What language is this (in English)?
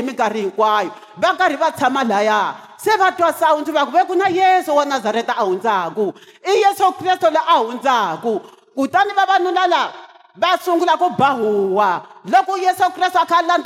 Tsonga